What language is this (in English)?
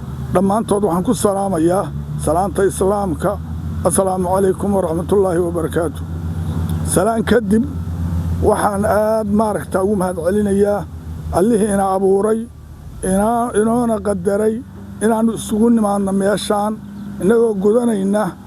Somali